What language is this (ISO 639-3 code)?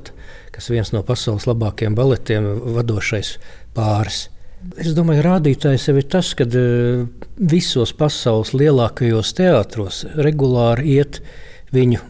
lav